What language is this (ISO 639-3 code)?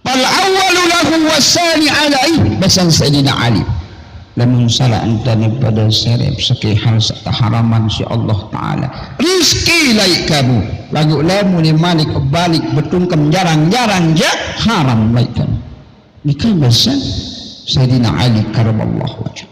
sas